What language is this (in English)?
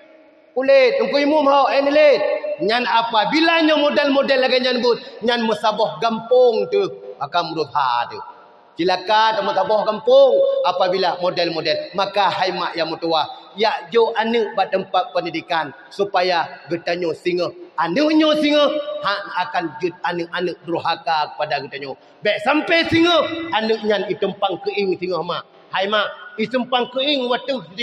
Achinese